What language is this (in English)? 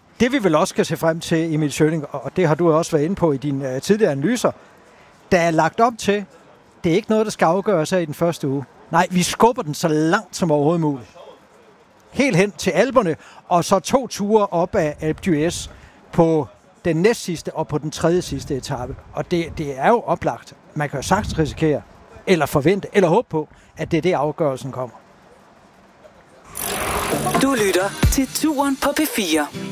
Danish